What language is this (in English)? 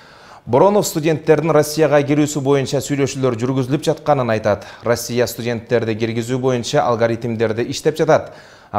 Kyrgyz